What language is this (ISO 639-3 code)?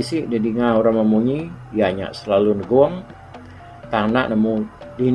iba